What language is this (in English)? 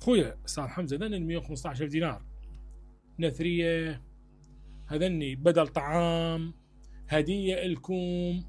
Mesopotamian Arabic